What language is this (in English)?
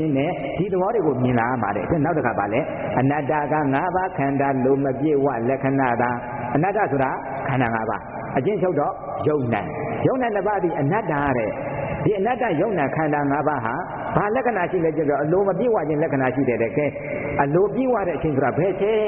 Burmese